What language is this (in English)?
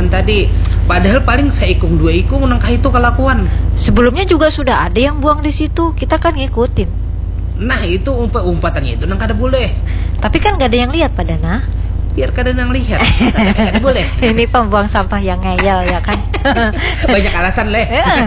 Banjar